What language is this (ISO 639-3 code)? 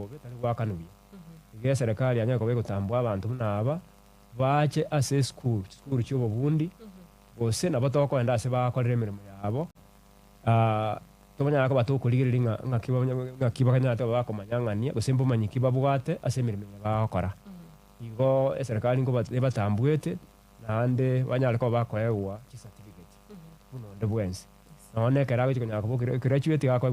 guz